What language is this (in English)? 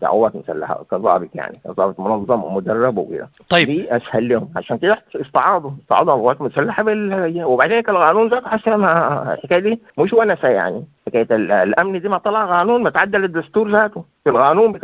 Sudanese Arabic